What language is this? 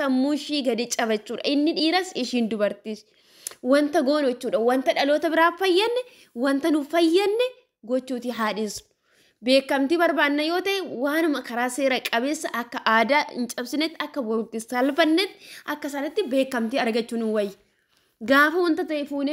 Oromo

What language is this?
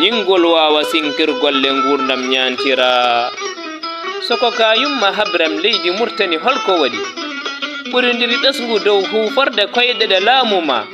Fula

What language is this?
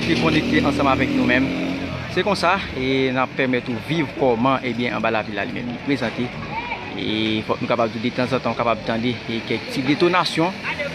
Haitian Creole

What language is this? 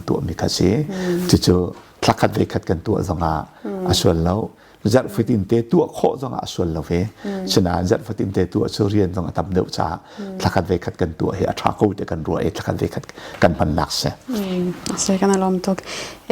Hakha Chin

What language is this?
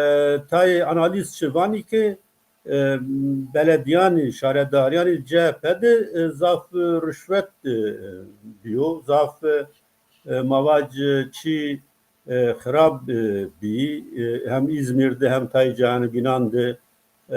Zaza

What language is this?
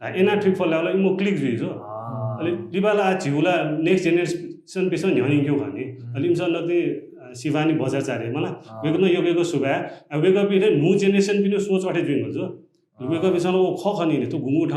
Newari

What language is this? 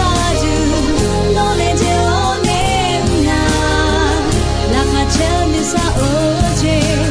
Akha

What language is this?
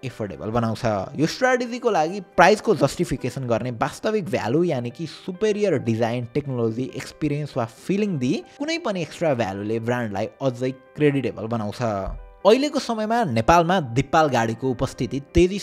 Nepali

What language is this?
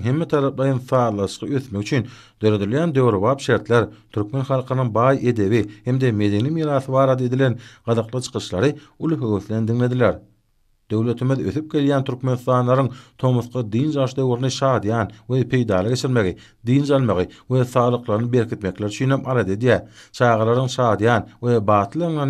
Turkmen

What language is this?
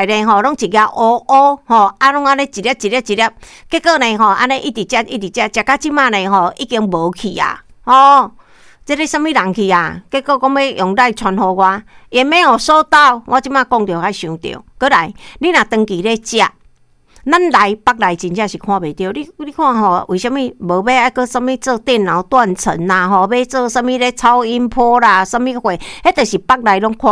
Min Nan Chinese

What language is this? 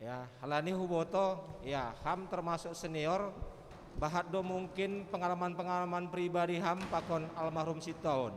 Batak Simalungun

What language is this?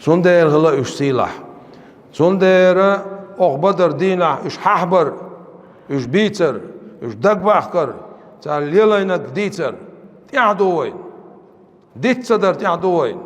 Chechen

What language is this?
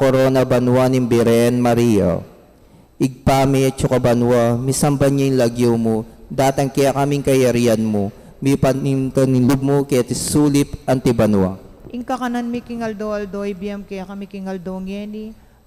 Pampanga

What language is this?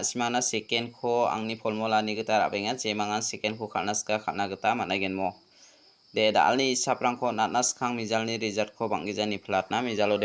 Garo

